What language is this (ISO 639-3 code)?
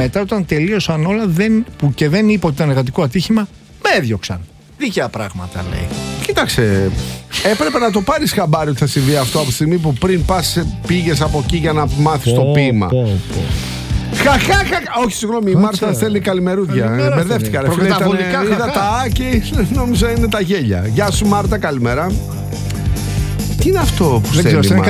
ell